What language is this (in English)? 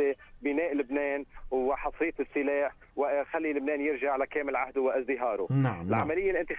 North Levantine Arabic